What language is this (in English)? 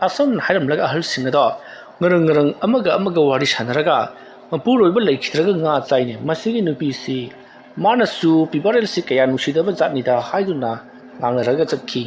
Manipuri